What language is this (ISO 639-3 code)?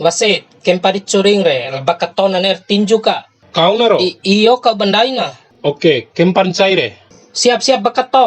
bhp